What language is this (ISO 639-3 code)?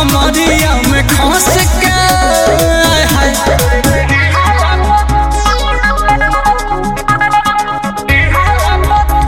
bho